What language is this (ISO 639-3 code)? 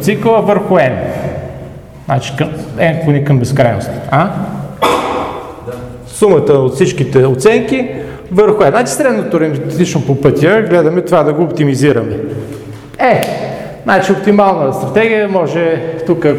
bul